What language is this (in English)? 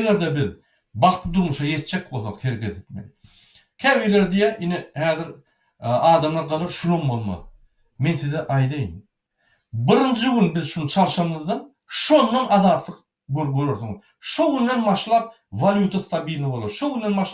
Turkmen